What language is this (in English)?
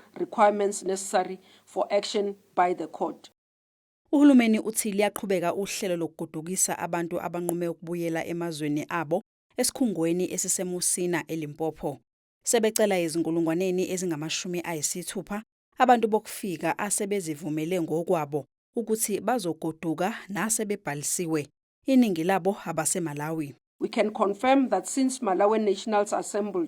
Zulu